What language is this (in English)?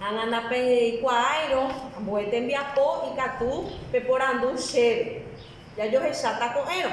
Guarani